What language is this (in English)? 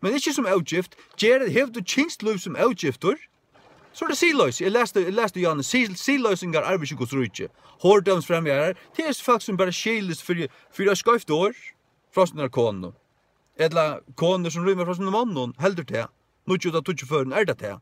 Faroese